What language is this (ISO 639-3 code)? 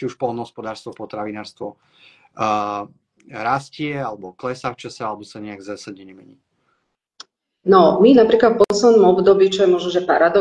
slk